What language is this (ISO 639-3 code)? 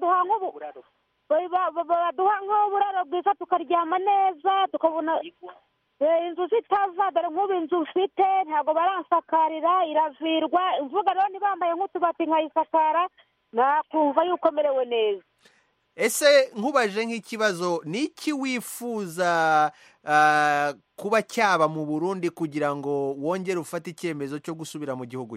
kin